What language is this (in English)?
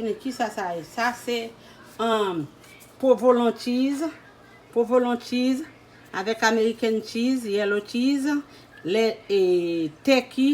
Haitian Creole